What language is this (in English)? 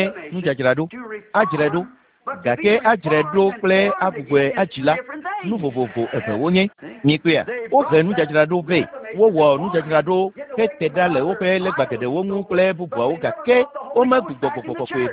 Ewe